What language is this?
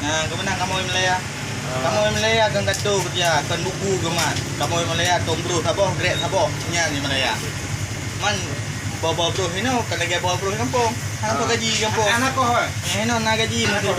Achinese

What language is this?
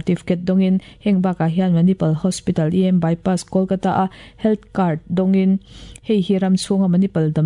Mizo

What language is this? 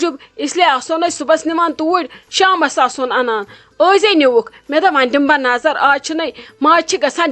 Kashmiri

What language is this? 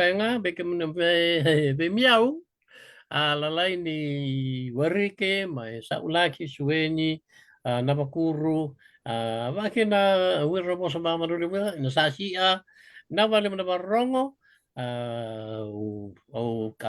Fijian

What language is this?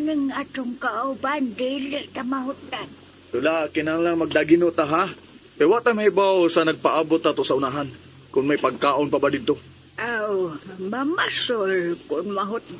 Cebuano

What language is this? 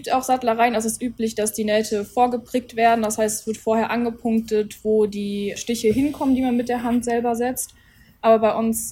German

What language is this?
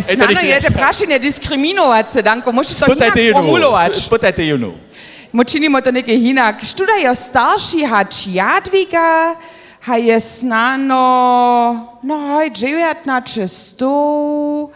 Upper Sorbian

